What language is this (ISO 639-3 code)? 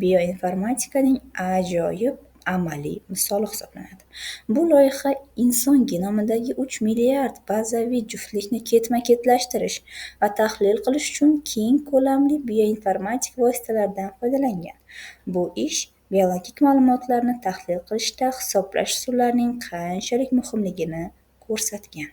uzb